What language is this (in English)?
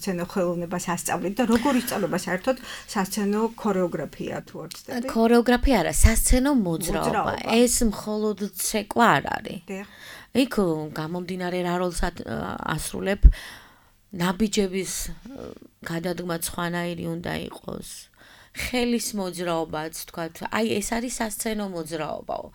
Georgian